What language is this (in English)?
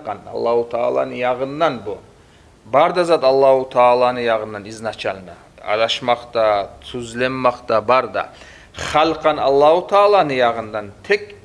Kumyk